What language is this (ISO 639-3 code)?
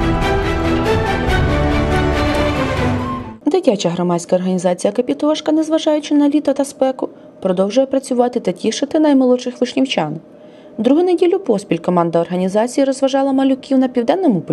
ukr